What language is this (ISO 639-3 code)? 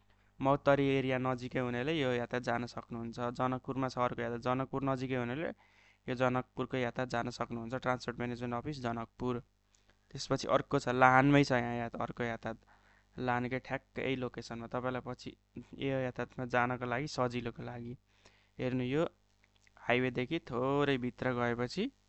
nep